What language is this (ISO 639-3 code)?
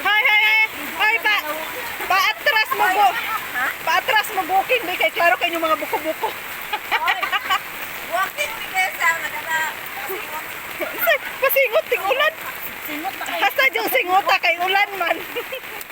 ceb